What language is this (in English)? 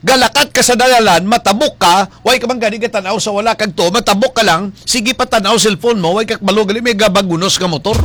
Hiligaynon